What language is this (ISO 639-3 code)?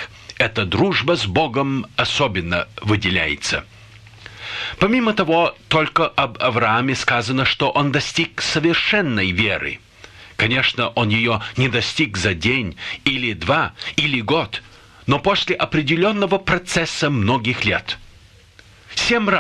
rus